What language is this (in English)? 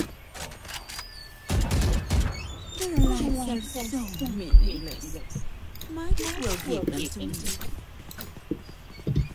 Thai